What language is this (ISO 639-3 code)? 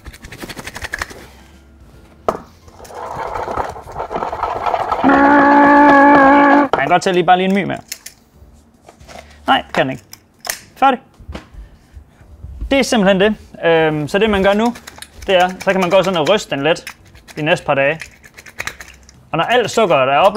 dan